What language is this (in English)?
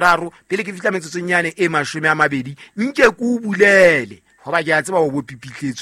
Southern Sotho